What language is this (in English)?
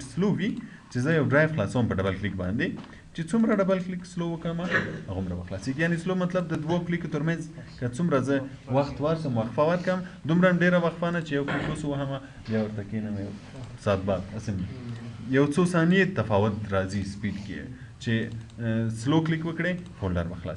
Pashto